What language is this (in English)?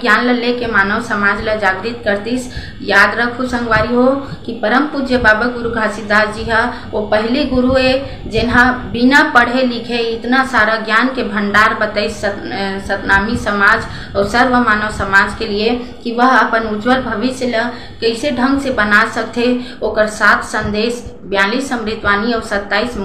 Chhattisgarhi